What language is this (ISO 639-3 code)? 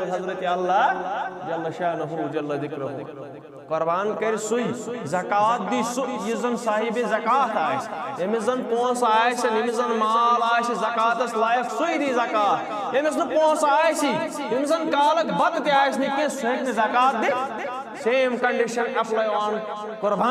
kas